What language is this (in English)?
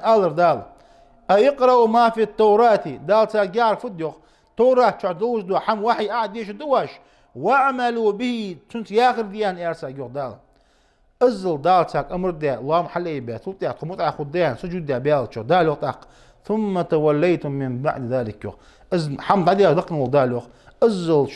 Ingush